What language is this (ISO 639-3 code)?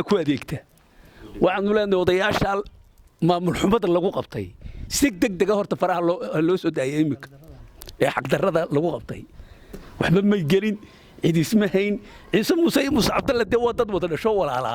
som